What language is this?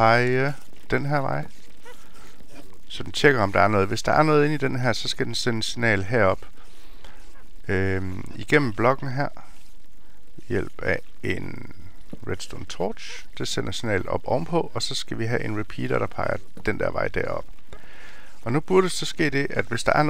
Danish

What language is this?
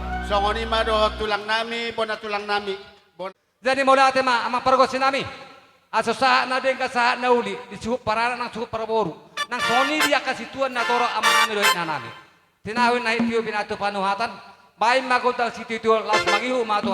Batak Toba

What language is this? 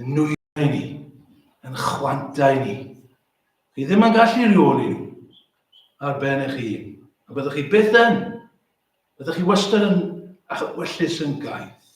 Welsh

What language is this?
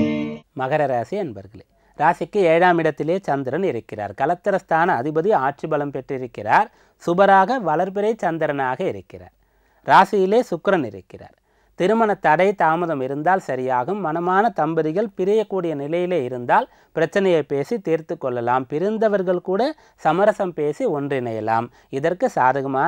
Tamil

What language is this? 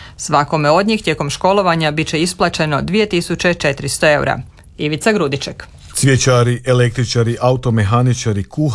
Croatian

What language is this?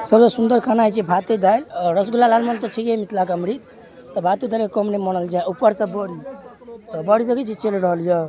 Maithili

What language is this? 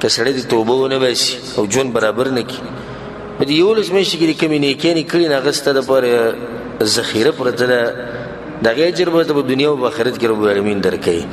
Pashto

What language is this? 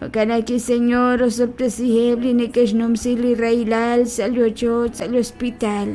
Kekchí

